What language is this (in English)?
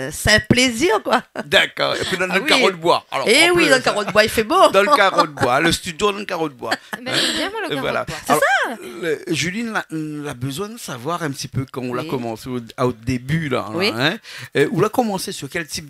Réunion Creole French